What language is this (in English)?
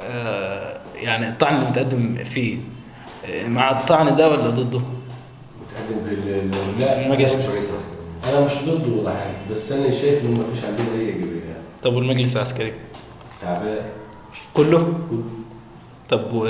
Egyptian Arabic